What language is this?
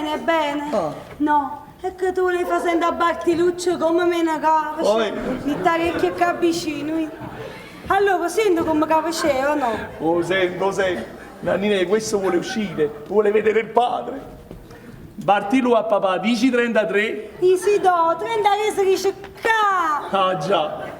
Neapolitan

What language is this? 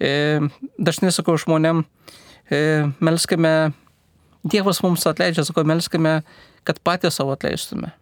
Lithuanian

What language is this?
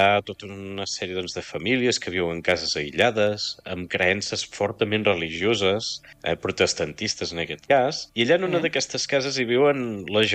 Catalan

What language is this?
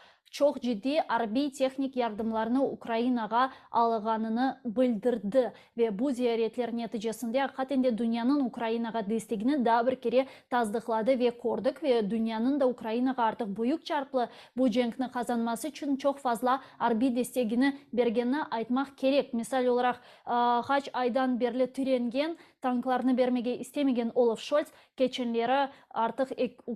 Crimean Tatar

